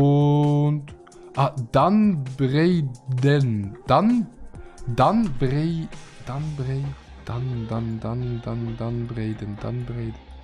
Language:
Swiss German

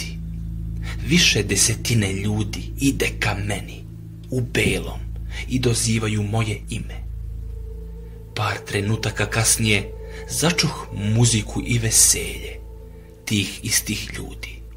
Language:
Serbian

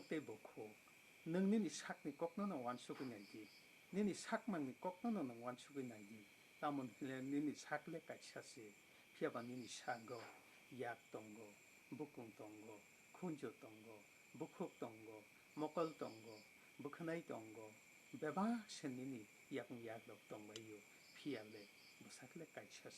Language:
Kok Borok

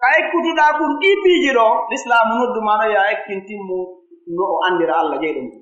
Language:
Pular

